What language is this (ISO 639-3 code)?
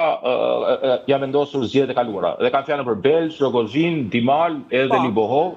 sqi